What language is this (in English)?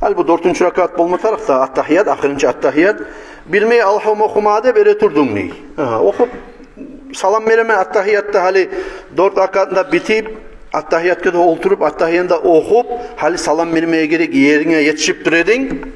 Kumyk